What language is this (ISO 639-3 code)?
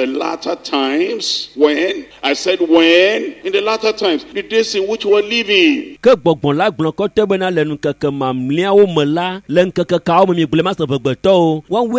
ewe